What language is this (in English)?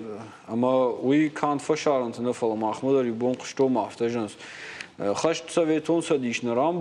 Ossetic